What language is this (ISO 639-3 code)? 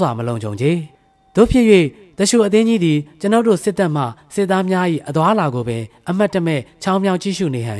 mya